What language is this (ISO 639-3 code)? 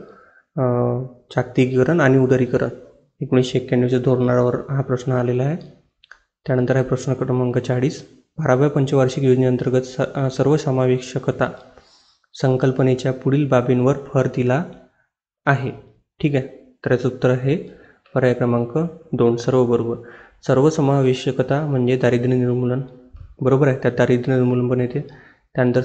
mar